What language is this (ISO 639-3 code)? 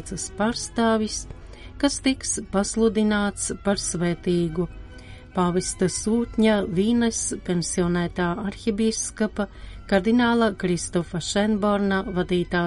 lav